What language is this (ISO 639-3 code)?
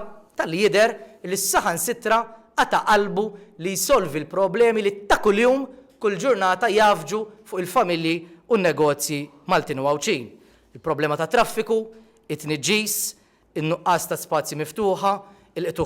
mlt